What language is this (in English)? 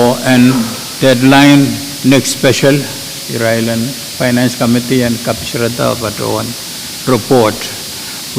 Pohnpeian